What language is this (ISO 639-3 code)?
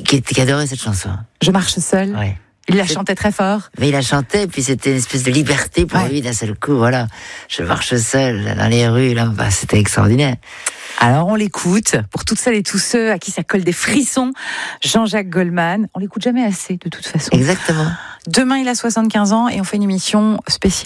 fra